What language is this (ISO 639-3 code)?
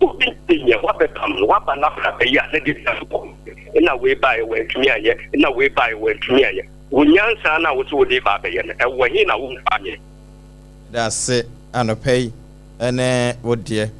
aka